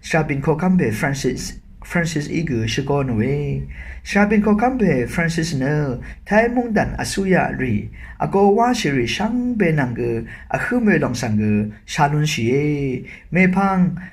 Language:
Rawang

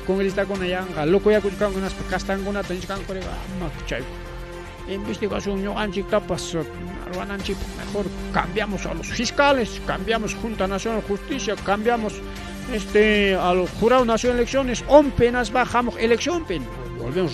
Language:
Ayacucho Quechua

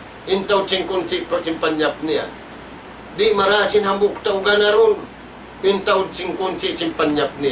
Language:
Tausug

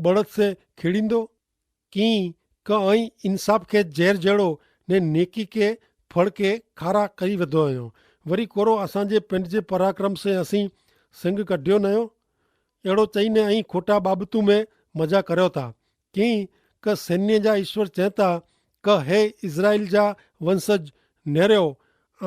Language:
Kachhi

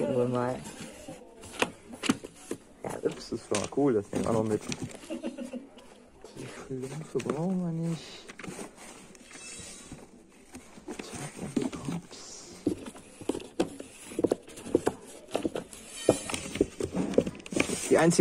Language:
German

